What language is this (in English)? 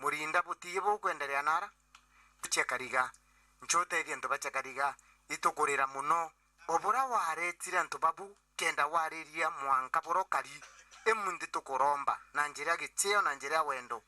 Meru